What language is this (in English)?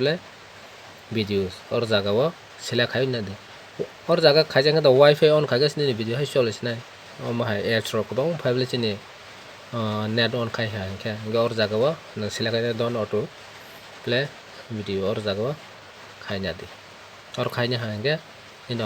Kok Borok